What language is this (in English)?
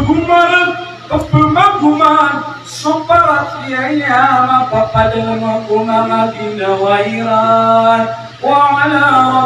Maranao